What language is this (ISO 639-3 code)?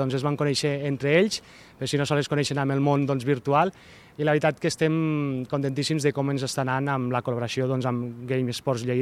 cat